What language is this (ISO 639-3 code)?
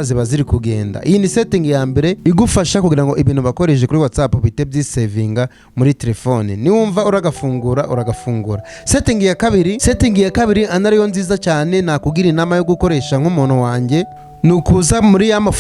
kin